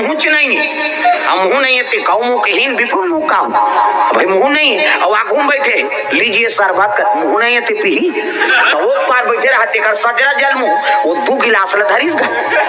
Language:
Chhattisgarhi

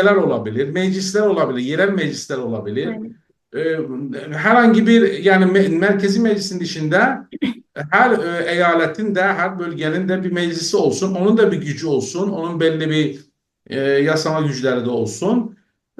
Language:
South Azerbaijani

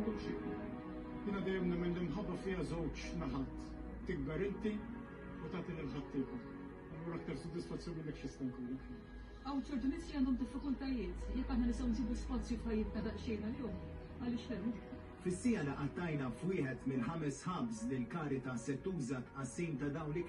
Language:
Maltese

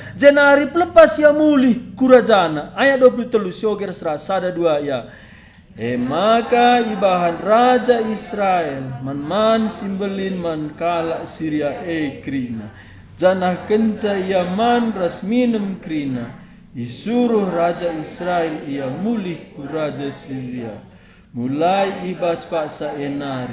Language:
Batak Karo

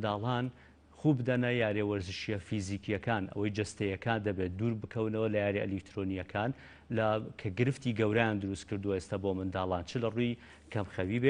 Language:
Central Kurdish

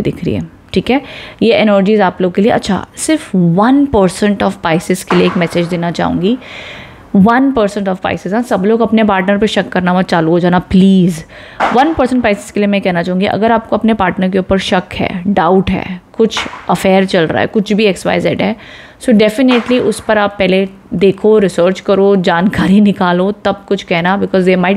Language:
Hindi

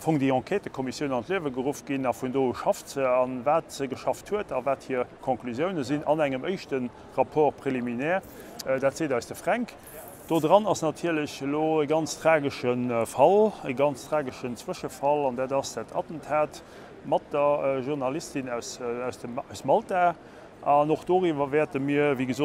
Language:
Luxembourgish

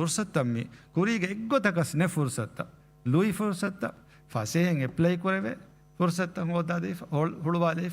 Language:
Divehi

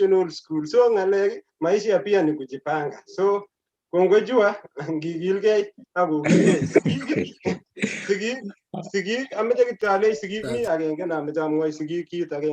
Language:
Kalenjin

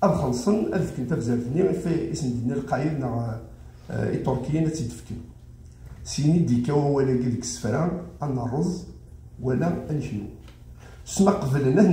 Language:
Kabyle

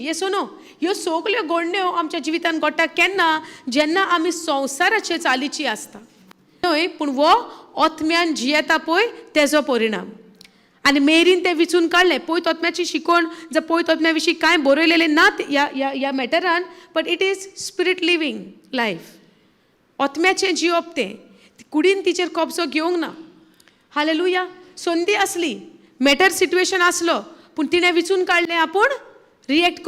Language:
Konkani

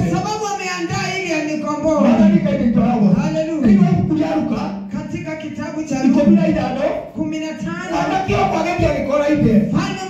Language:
Swahili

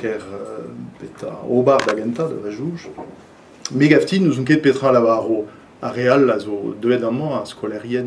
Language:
Breton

